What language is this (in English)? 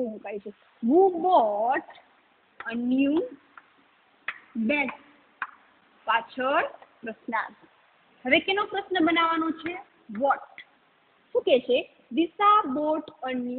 Gujarati